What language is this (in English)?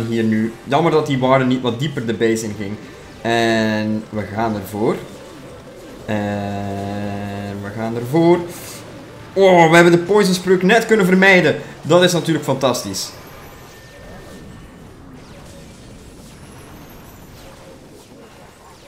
Dutch